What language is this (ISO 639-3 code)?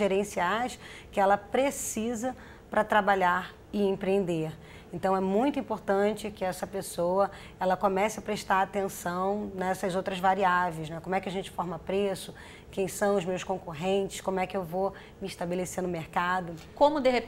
por